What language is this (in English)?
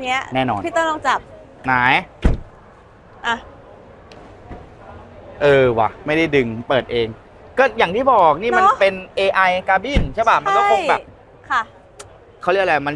Thai